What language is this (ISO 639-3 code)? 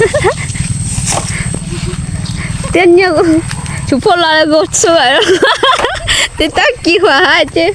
lhi